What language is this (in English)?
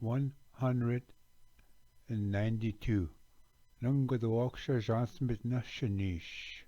Ojibwa